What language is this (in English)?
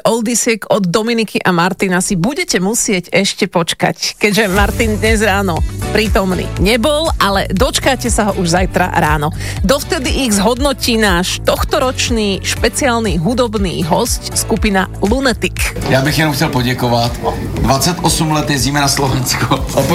Slovak